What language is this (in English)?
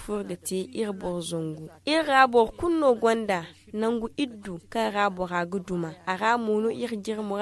Zarma